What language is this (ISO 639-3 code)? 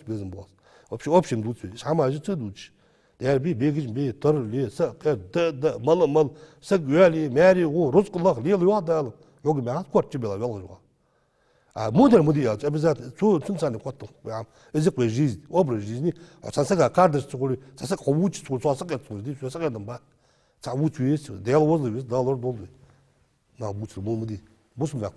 inh